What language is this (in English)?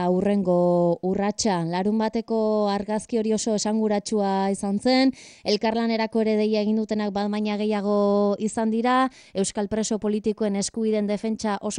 Basque